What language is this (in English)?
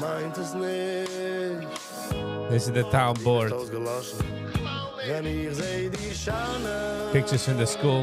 Yiddish